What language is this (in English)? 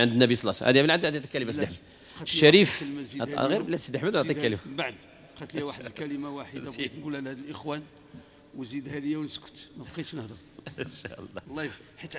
Moroccan Arabic